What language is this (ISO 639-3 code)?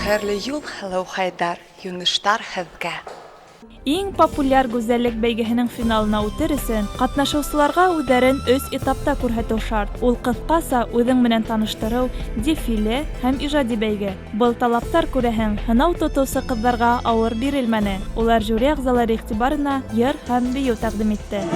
bak